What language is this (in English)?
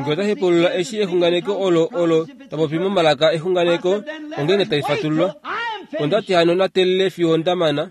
Kuanyama